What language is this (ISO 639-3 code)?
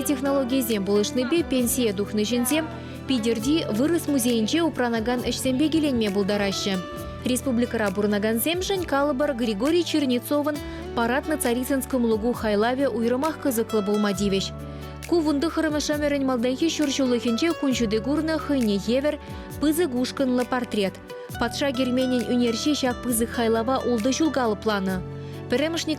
chv